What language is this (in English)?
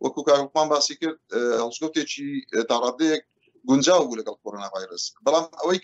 Central Kurdish